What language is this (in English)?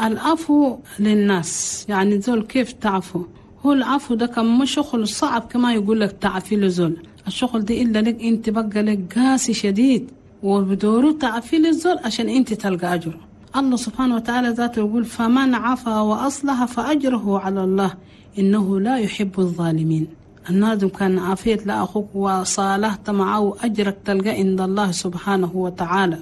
Chadian Arabic